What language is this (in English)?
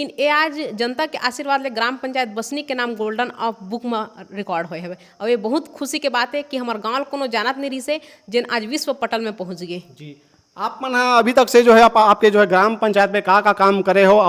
Chhattisgarhi